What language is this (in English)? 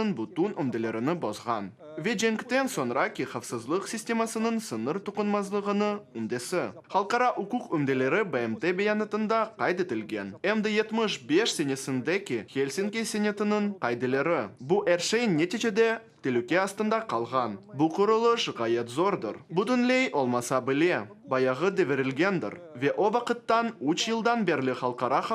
Crimean Tatar